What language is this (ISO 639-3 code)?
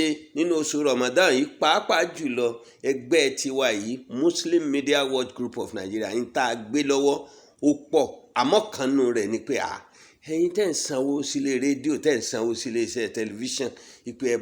yor